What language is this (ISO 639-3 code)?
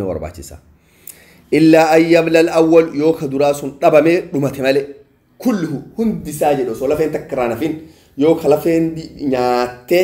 orm